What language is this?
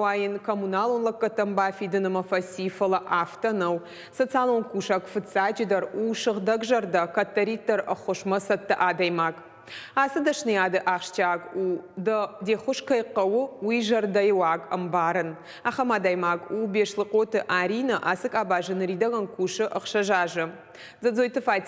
Ossetic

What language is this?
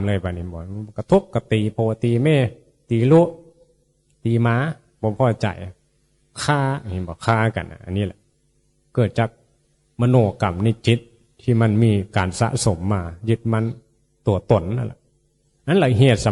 Northeastern Thai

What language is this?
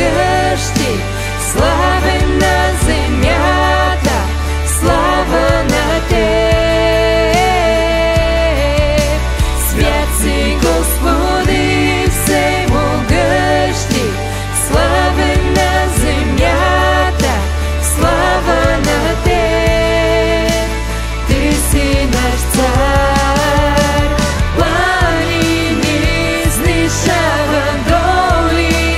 Bulgarian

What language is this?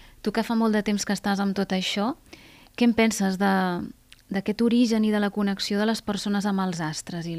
Catalan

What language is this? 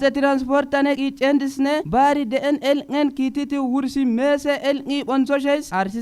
Kafa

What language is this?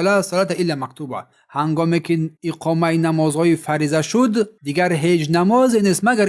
Tajik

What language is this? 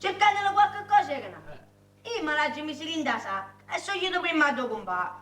Neapolitan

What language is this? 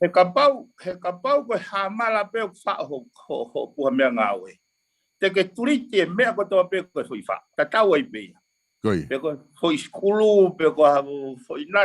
Tongan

